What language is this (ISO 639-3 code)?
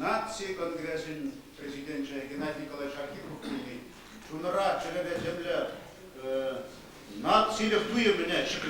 chv